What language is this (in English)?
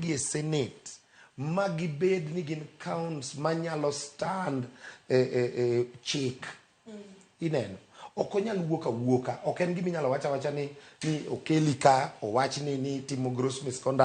Luo (Kenya and Tanzania)